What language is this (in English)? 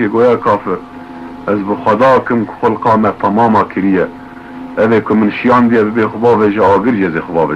Kurdish